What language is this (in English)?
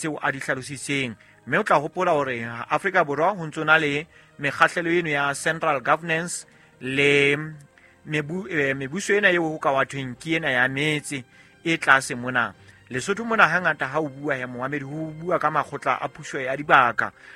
Southern Sotho